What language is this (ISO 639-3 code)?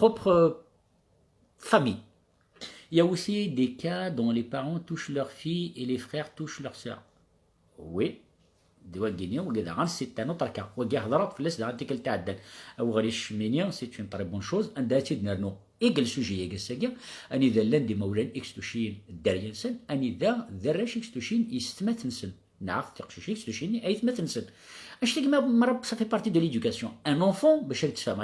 kab